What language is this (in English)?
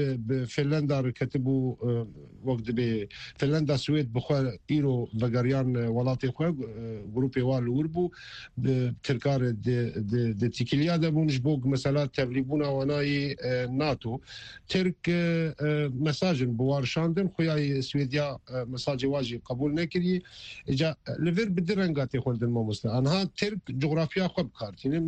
Kurdish